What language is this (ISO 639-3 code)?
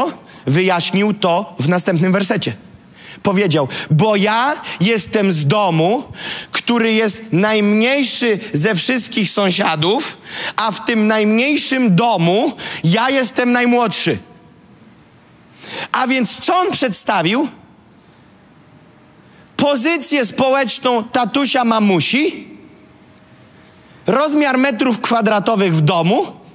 pol